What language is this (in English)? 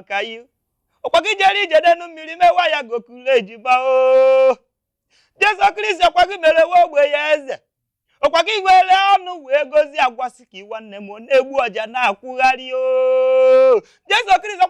Igbo